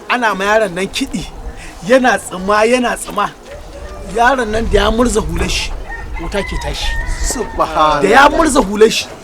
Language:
Hausa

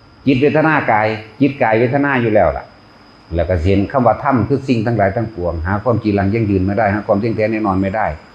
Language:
Northeastern Thai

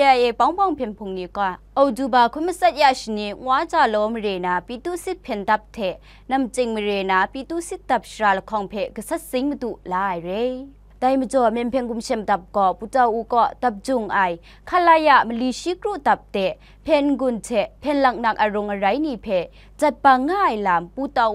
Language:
Kachin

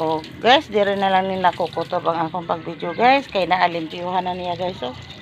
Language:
Cebuano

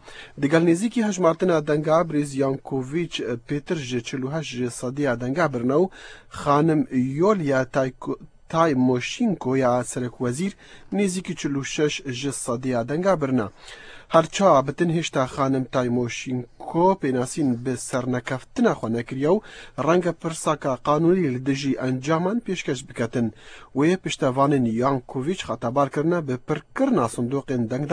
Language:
Kurdish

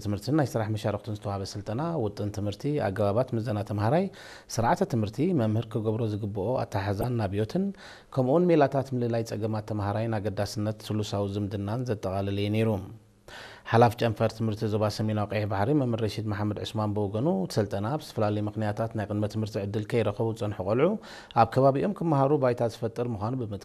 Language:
Tigrinya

